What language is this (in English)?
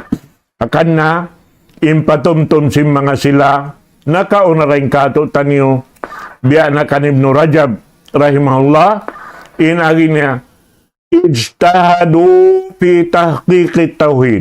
Tausug